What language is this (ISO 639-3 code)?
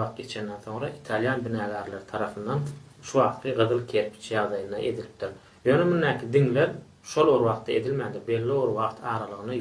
tuk